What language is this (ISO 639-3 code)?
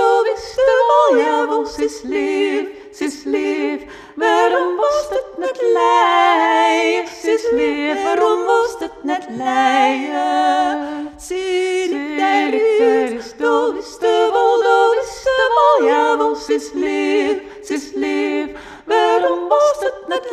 fry